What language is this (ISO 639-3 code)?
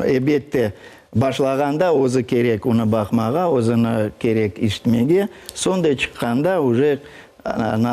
crh